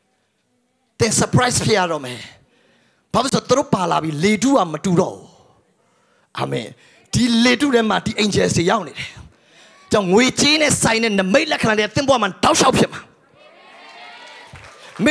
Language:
Burmese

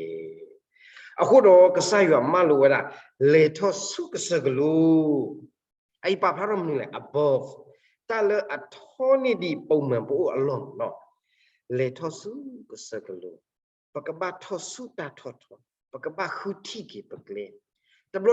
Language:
S'gaw Karen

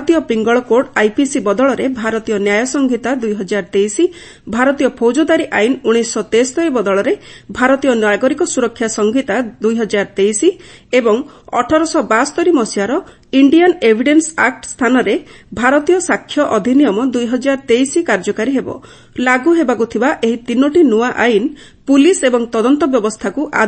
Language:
Odia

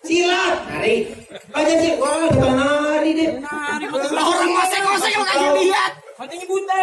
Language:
Betawi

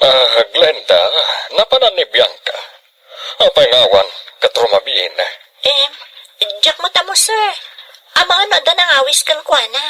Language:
Iloko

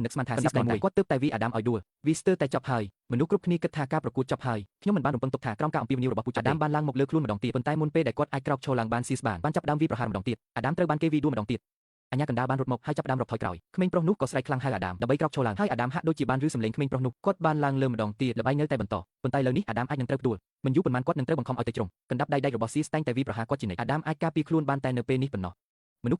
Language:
Khmer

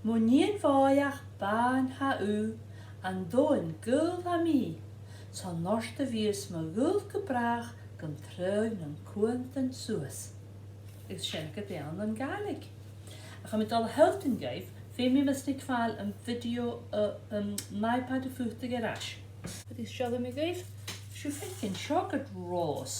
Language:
Scottish Gaelic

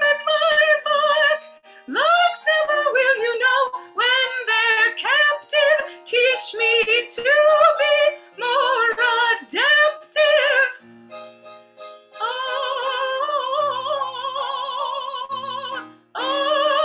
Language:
English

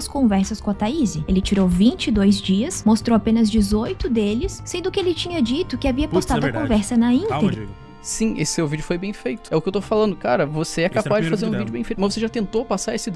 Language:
Portuguese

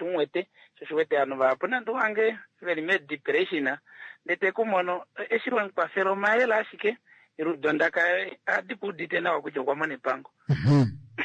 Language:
Kuanyama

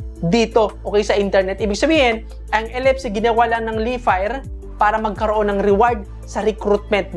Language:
Filipino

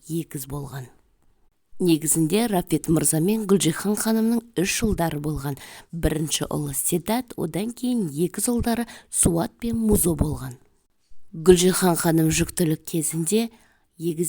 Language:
Kazakh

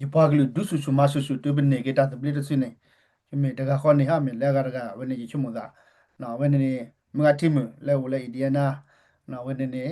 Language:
S'gaw Karen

